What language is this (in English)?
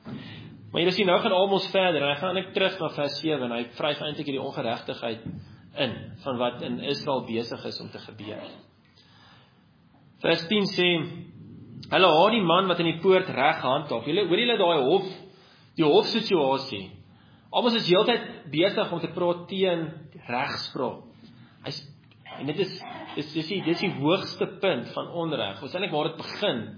Afrikaans